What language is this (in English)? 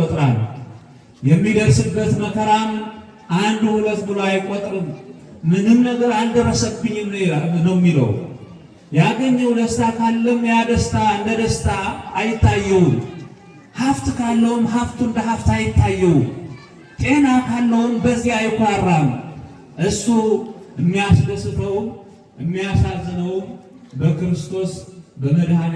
Amharic